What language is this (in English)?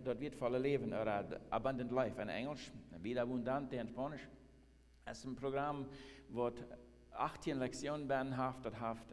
Plautdietsch